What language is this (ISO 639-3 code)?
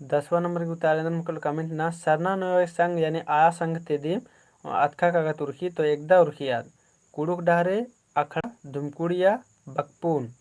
kru